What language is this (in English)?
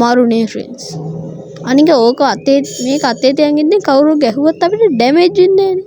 Sinhala